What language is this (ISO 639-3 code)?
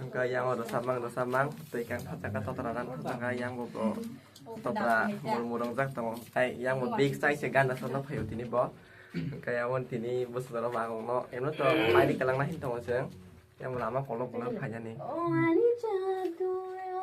trp